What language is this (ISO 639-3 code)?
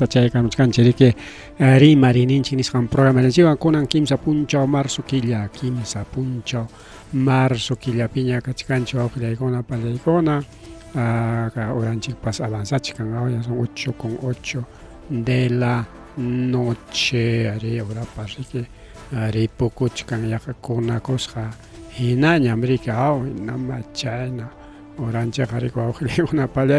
quy